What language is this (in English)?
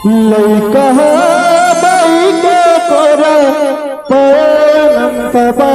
Chhattisgarhi